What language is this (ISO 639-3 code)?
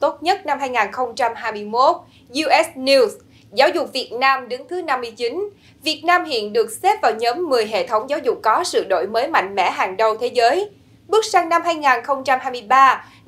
vie